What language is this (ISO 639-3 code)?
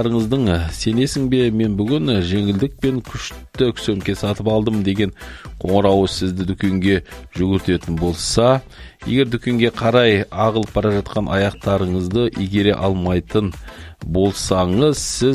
kaz